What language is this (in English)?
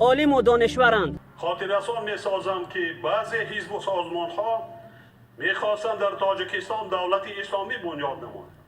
Tajik